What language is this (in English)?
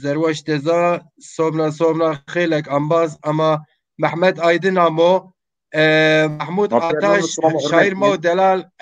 Zaza